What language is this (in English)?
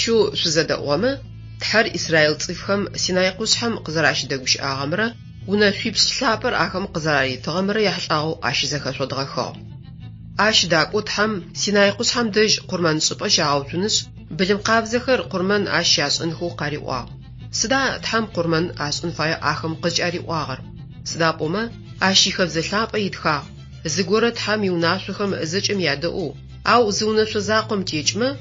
Adyghe